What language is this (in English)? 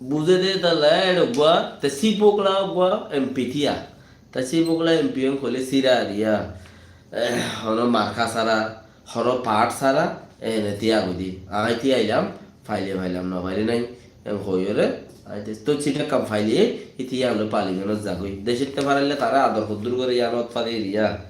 Rohingya